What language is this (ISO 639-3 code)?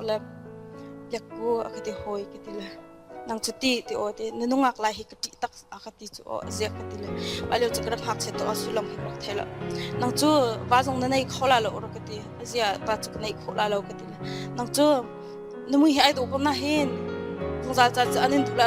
cnh